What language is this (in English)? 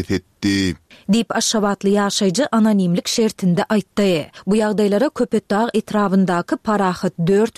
Turkmen